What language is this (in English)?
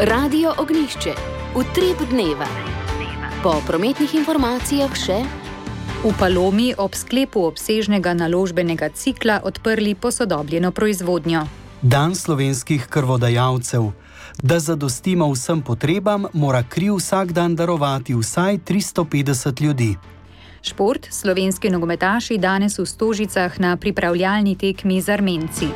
Slovenian